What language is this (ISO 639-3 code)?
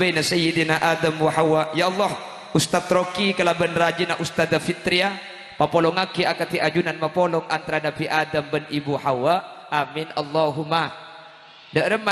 mad